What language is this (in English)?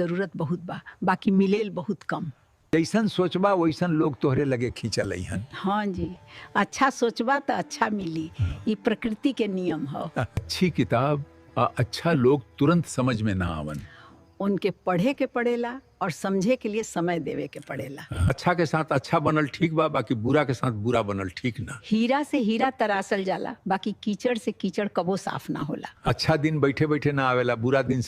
Bhojpuri